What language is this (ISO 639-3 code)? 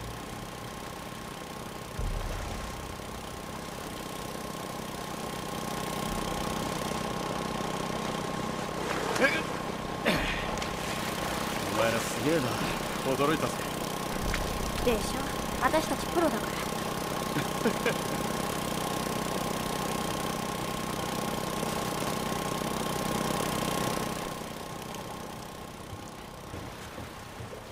jpn